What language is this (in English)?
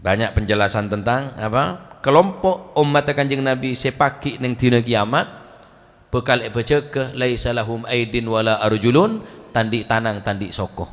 Madurese